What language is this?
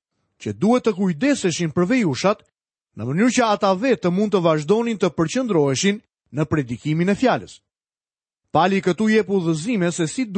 Albanian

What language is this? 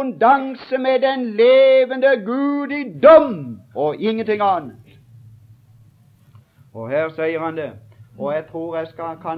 Norwegian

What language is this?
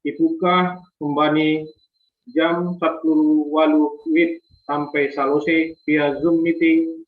Batak Simalungun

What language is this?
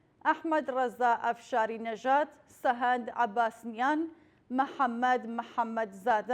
Central Kurdish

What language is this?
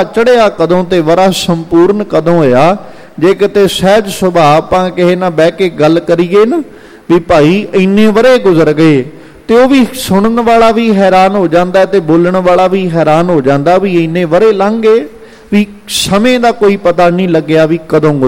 Punjabi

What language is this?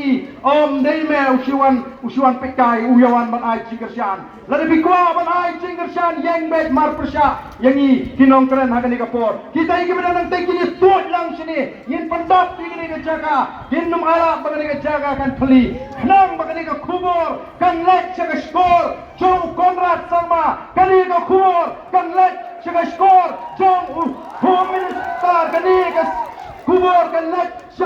Khasi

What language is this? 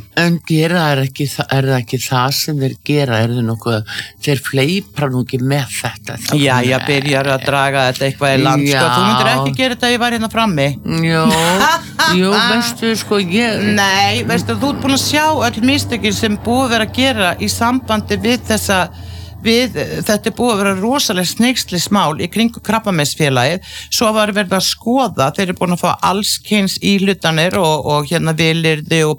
Icelandic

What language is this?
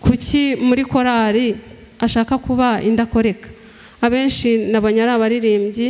Kinyarwanda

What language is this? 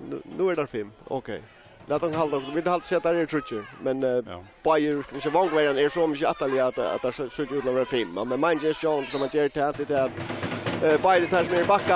Faroese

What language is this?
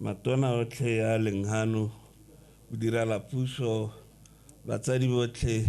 Tswana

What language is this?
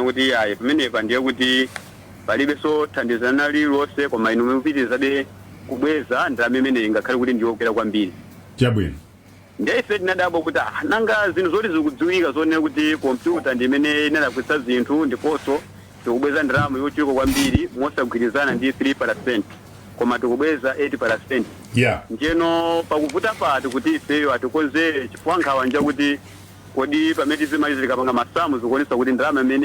Nyanja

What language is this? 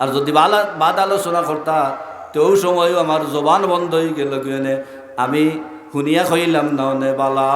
Sylheti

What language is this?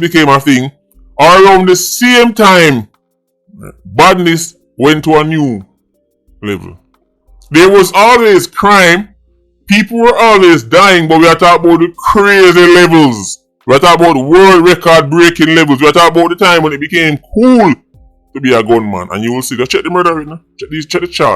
Jamaican Creole English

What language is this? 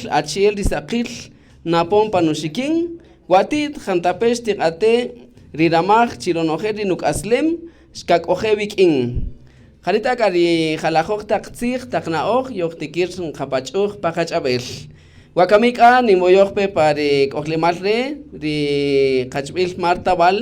Kaqchikel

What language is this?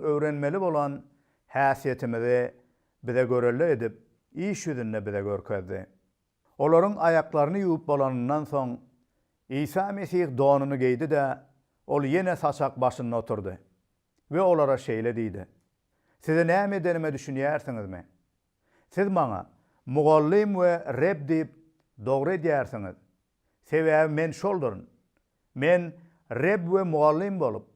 Turkmen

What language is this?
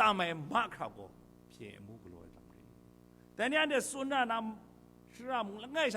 Kachin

